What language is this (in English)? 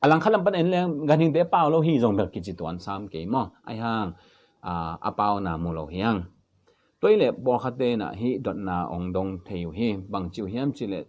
Tedim Chin